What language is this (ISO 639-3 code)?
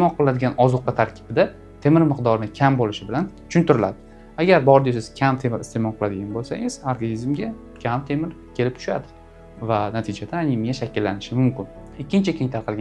uzb